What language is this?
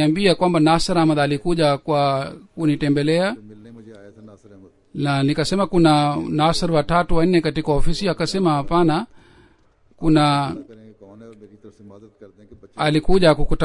Swahili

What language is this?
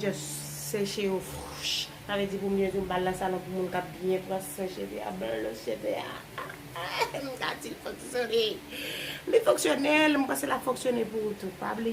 Haitian Creole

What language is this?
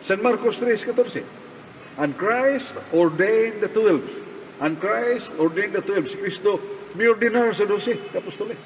Cebuano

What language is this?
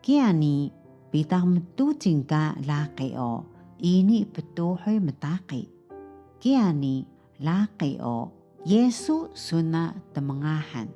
Taroko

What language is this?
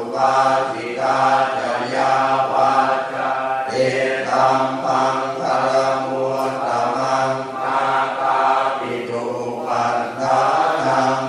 Pali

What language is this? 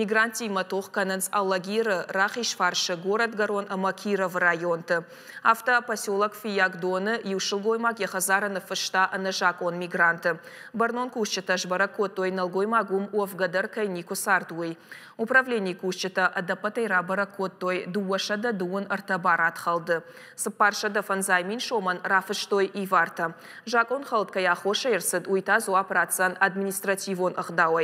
Ossetic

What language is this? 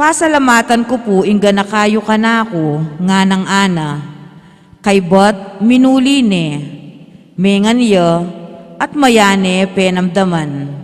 Pampanga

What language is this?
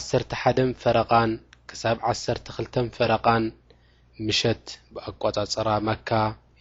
Tigrinya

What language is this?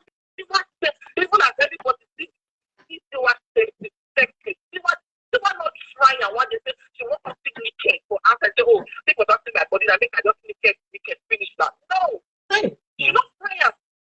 Nigerian Pidgin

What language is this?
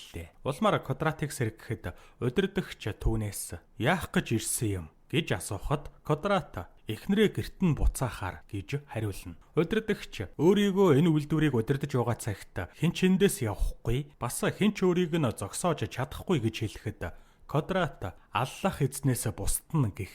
Mongolian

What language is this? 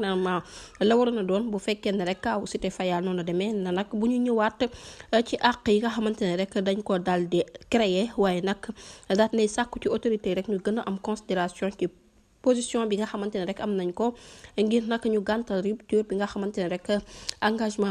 Wolof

